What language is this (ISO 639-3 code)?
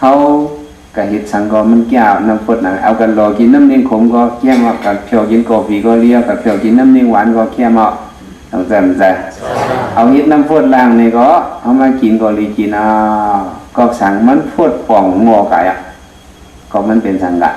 shn